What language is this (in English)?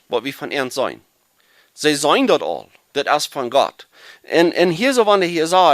Plautdietsch